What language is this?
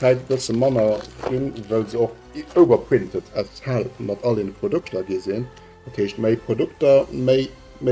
Luxembourgish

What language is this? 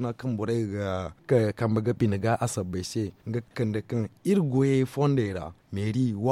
Zarma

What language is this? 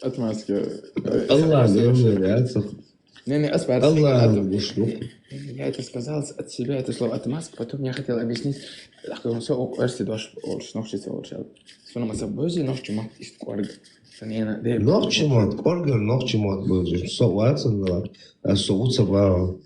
Chechen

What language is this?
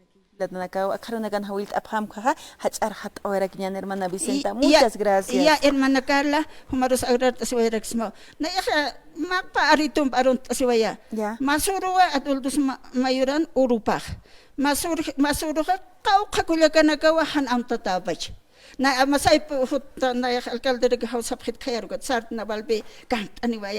Aymara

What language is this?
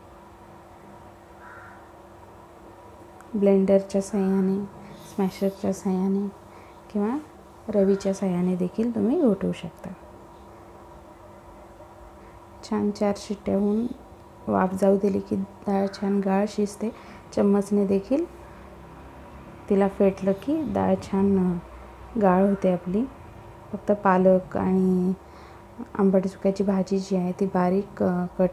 Marathi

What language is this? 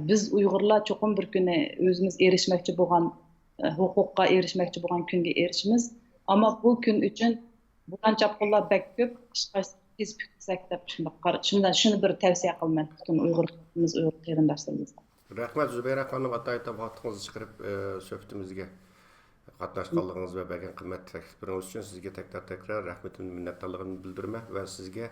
Uyghur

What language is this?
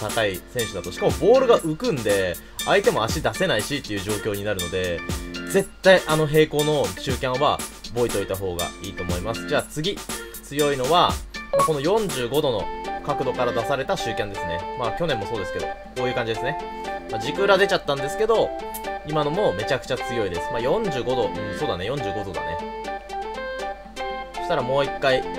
Japanese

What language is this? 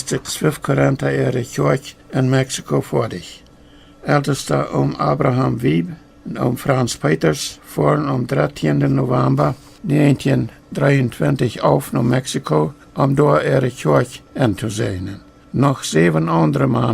Plautdietsch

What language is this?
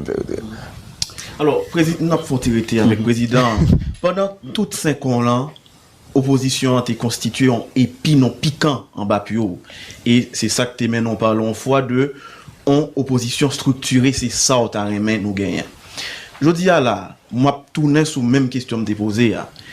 Haitian Creole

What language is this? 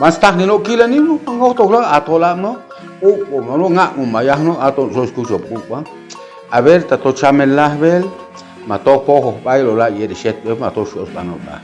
Chuj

